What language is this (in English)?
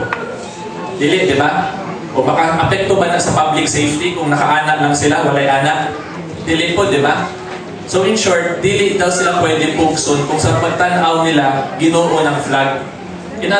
Cebuano